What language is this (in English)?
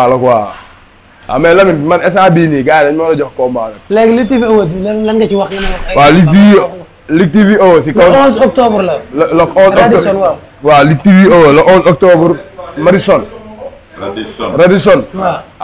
Wolof